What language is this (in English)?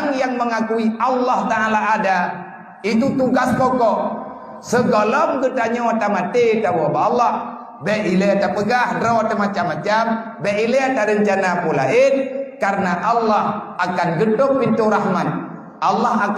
Achinese